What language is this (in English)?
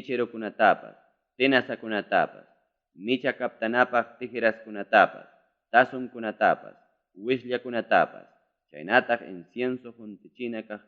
Ayacucho Quechua